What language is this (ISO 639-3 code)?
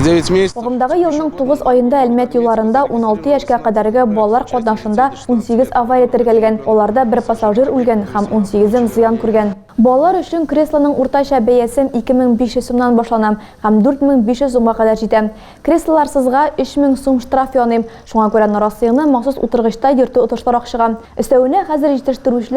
tat